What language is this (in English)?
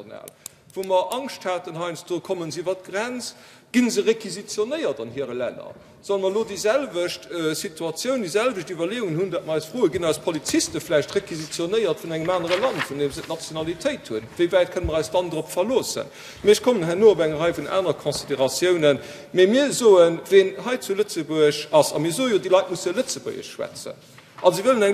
Luxembourgish